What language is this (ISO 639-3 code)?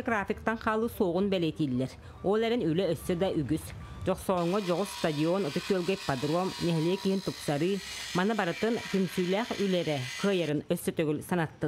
sah